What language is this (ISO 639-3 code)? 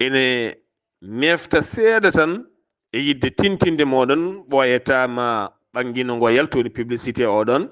ful